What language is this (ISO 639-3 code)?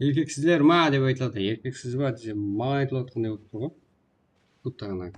kaa